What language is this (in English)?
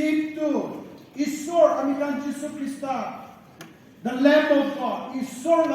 Naga Pidgin